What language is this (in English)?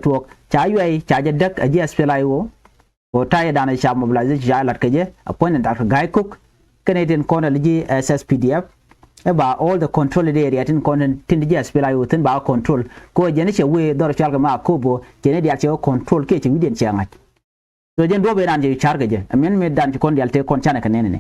Nuer